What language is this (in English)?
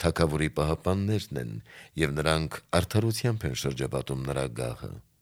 Armenian